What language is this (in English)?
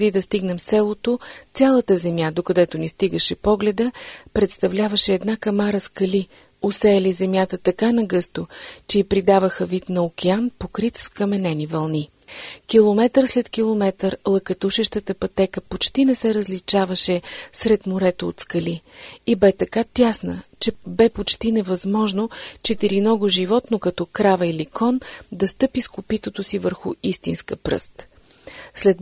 Bulgarian